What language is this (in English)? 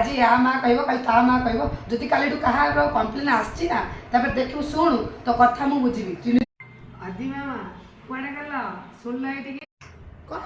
Odia